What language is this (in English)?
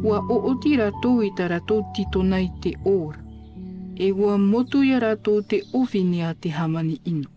Tahitian